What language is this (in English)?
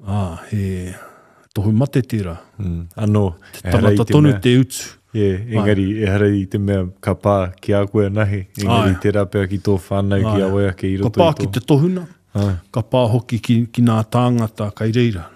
Māori